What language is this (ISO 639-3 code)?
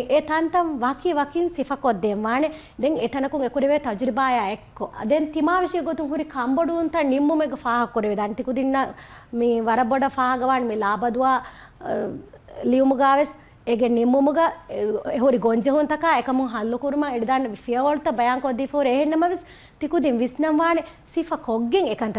div